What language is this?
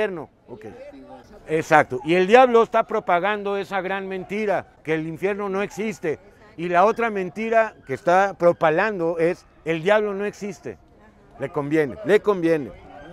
Spanish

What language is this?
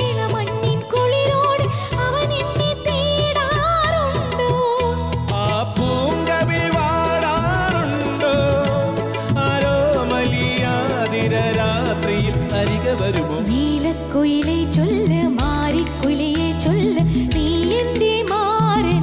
Malayalam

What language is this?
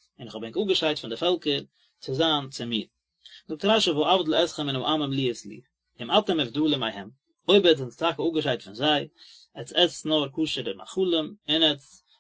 Yiddish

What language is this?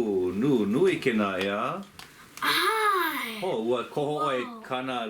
Hawaiian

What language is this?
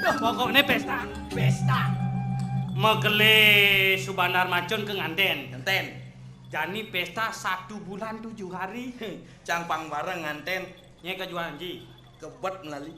Balinese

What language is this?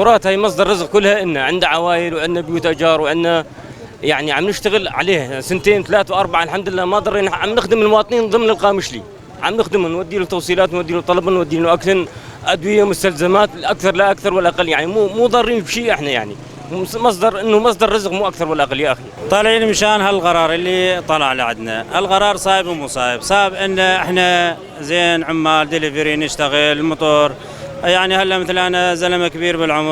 North Levantine Arabic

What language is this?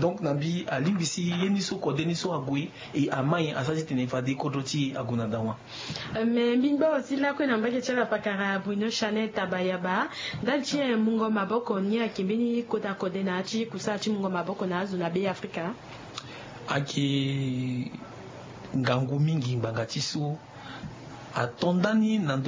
Sango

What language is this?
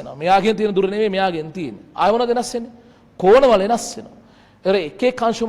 Sinhala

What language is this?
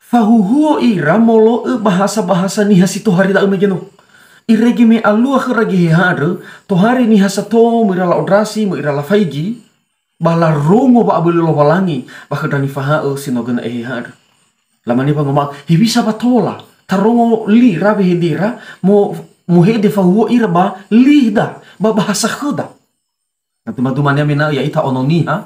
Nias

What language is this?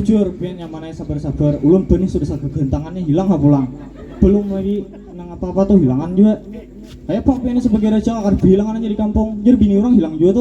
Banjar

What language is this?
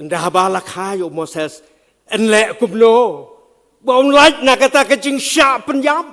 Khasi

